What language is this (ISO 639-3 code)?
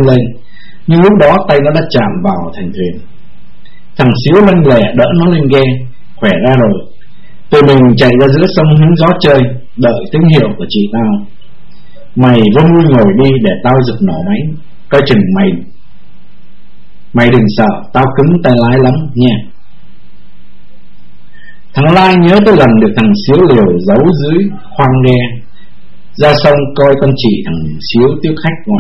vie